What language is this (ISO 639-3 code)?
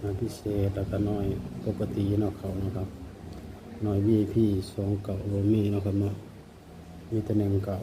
tts